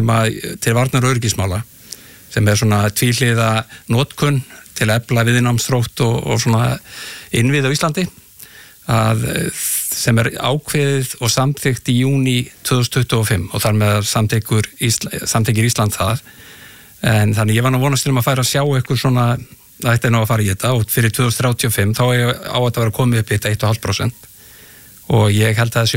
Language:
Icelandic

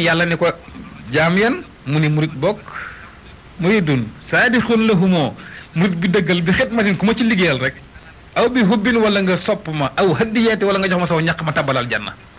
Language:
Wolof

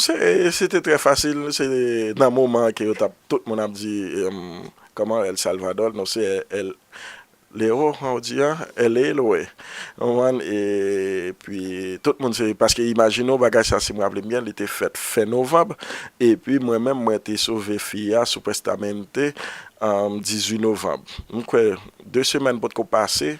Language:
Haitian Creole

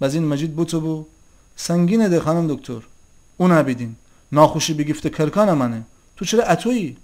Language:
Gilaki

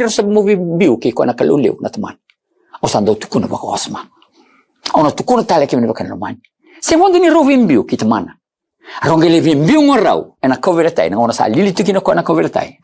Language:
Fijian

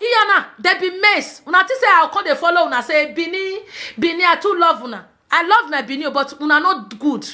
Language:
Nigerian Pidgin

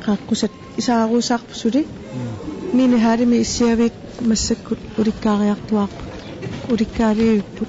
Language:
Kalaallisut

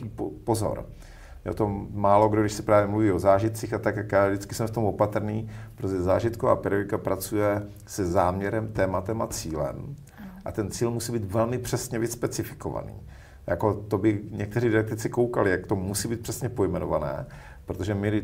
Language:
Czech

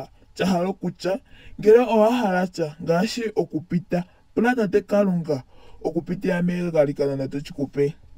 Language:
Ndonga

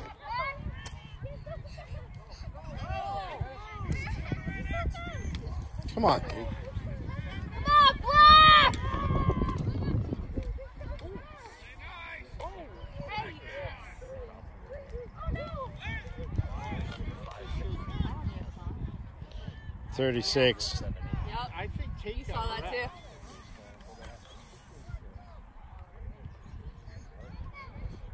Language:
English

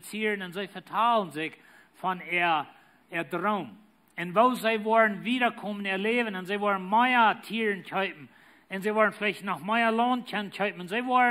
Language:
Plautdietsch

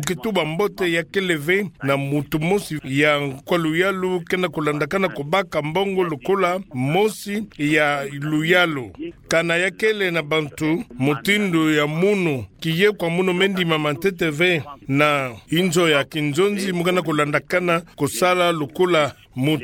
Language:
Kituba (Democratic Republic of Congo)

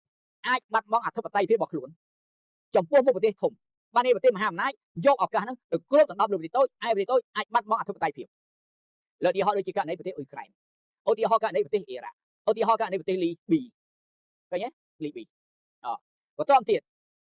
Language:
Khmer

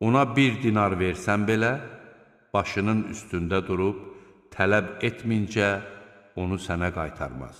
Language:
Azerbaijani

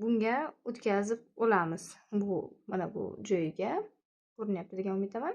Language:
Uzbek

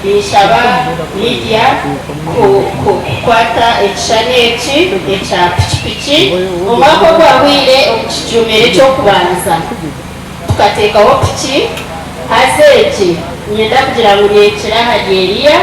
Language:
Nyankole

